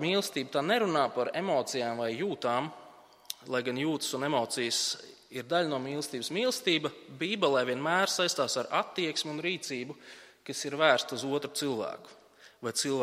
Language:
Latvian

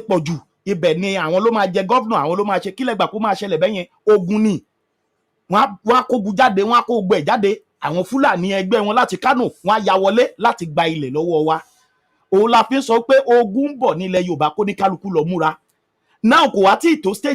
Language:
Yoruba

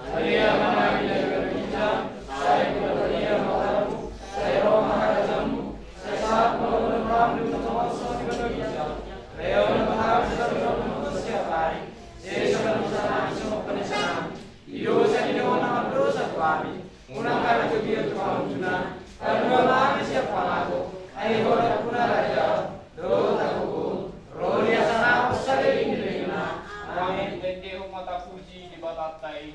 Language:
Batak Toba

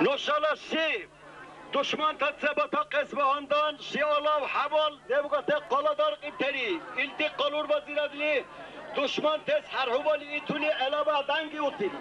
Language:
Dargwa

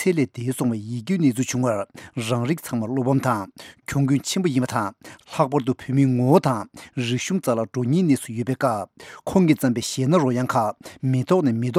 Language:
Tibetan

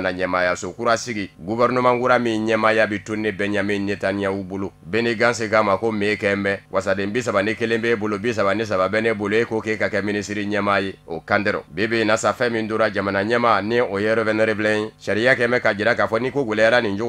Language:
Bambara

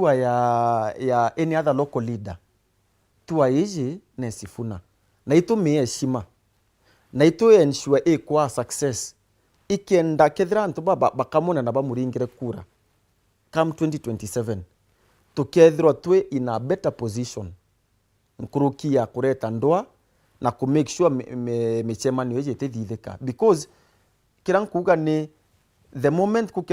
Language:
Meru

